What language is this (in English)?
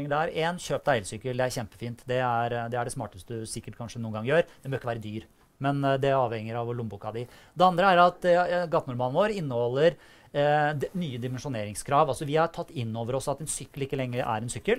Norwegian